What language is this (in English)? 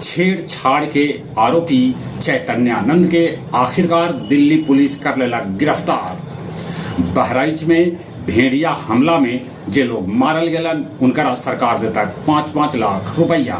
Magahi